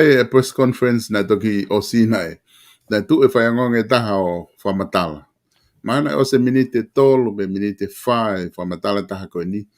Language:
Tongan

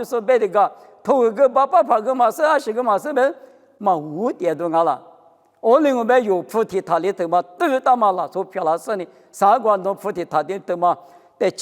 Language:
Lisu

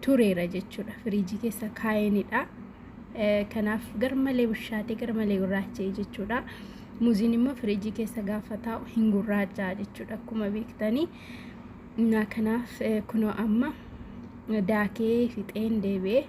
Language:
Oromo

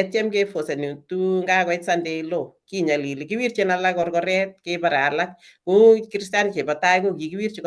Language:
Kalenjin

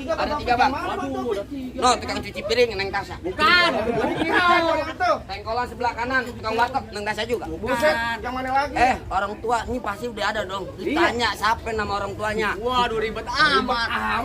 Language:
Betawi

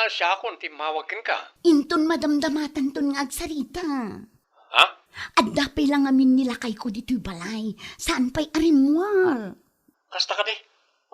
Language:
Iloko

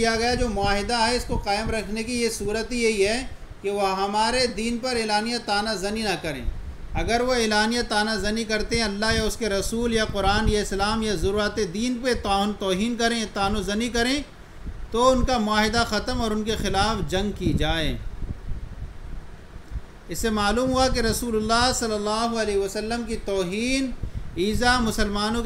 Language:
Urdu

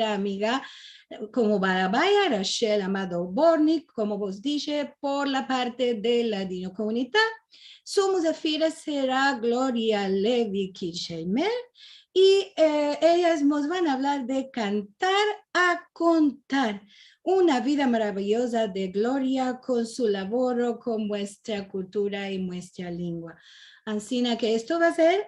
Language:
Ladino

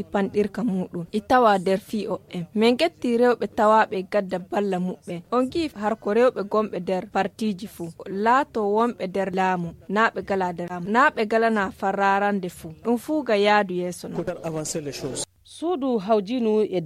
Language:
Nigerian Fulfulde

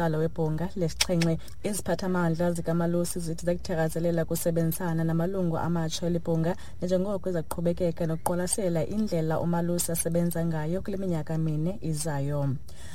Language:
Xhosa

